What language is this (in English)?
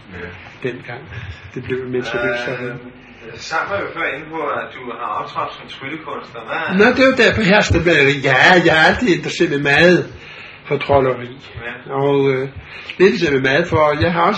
Danish